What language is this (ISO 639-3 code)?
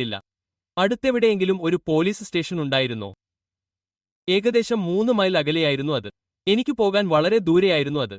mal